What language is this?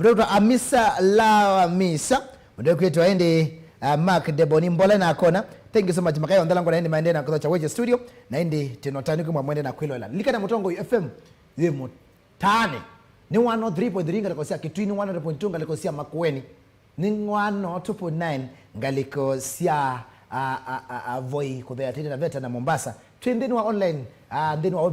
Kamba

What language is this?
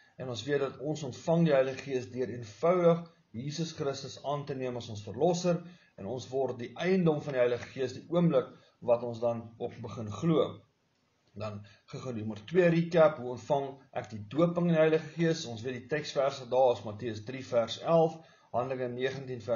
Afrikaans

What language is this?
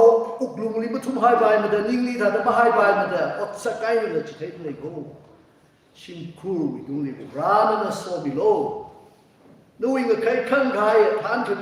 Tangkhul Naga (India)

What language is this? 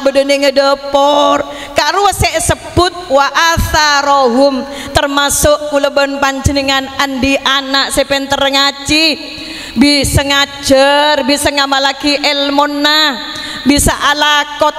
Madurese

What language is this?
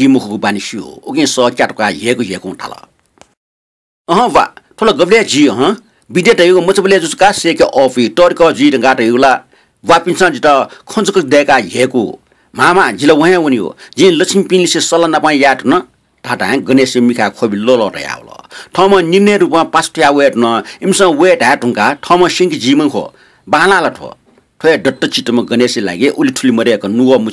Newari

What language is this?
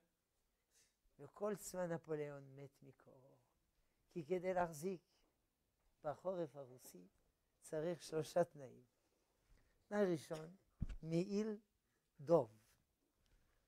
Hebrew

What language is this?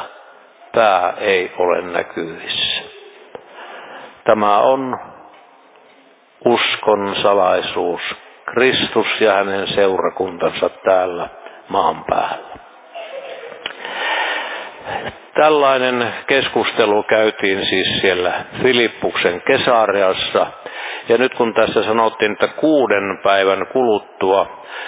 Finnish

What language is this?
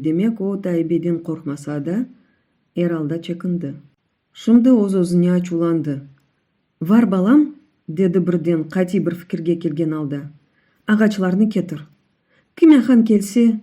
Crimean Tatar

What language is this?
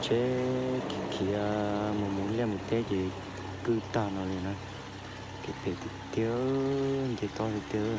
Hmong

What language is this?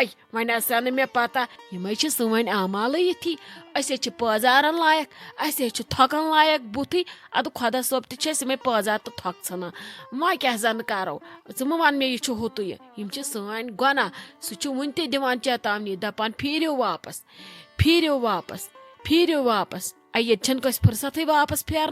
Kashmiri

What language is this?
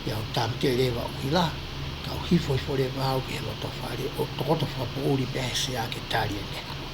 Tongan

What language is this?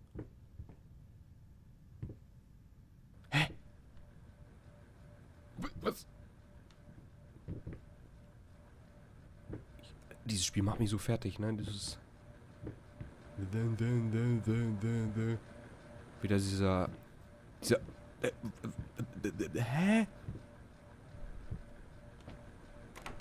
German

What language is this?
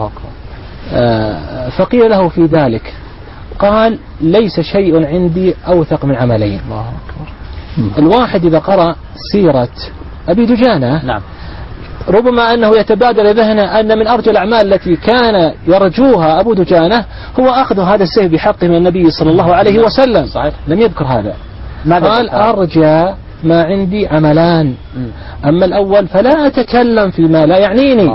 Arabic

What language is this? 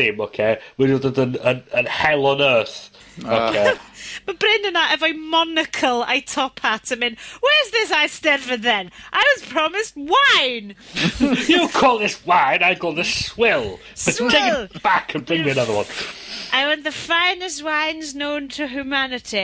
Welsh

